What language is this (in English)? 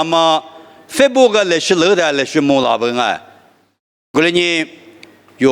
Lisu